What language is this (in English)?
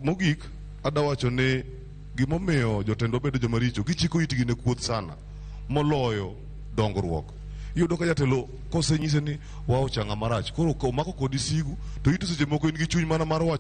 Luo (Kenya and Tanzania)